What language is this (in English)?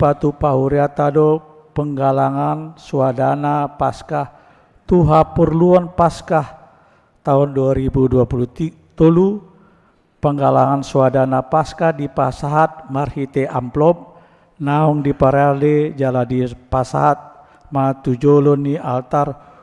Batak Toba